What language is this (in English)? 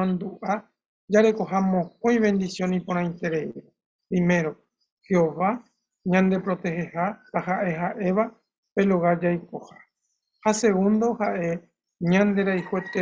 Guarani